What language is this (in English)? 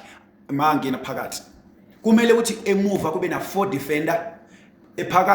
Zulu